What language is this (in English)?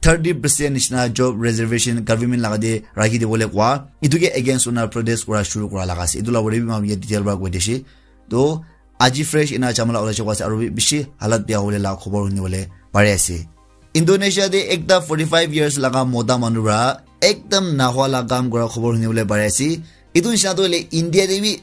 Naga Pidgin